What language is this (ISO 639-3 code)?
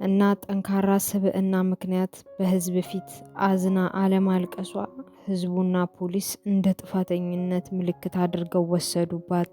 amh